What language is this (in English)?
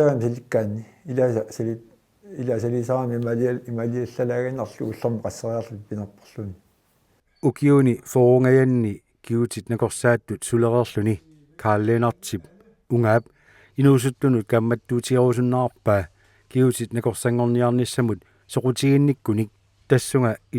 Kalaallisut